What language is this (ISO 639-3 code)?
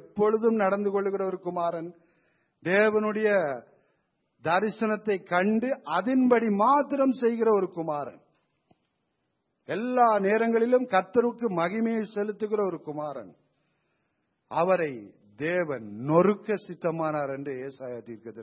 tam